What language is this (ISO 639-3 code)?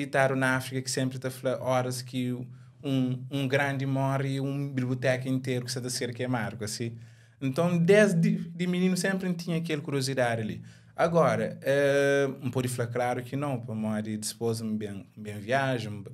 kea